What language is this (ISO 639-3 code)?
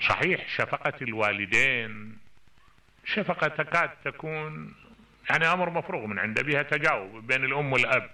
acm